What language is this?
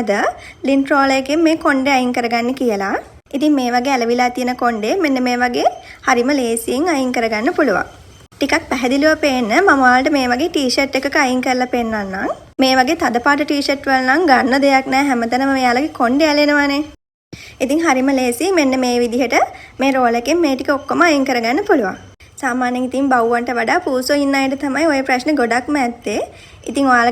Sinhala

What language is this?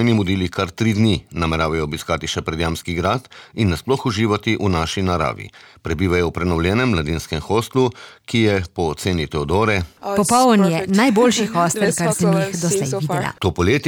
Slovenian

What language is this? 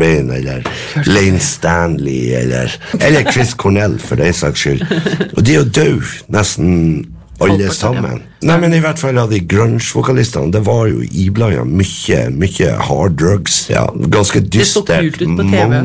Norwegian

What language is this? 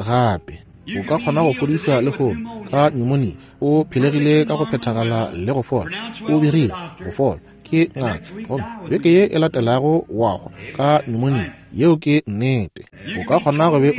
Northern Sotho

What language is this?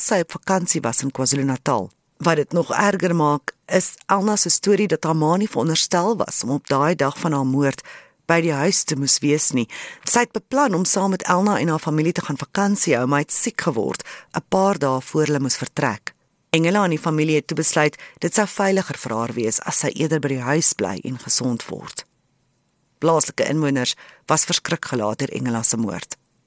Afrikaans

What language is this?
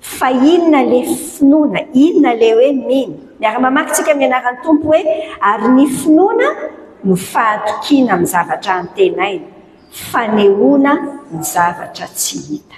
Malagasy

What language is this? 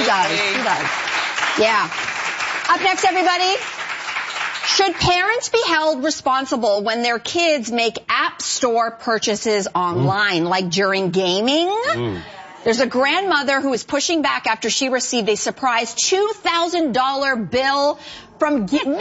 English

